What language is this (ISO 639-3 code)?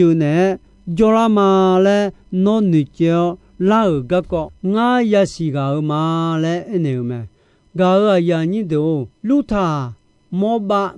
ahk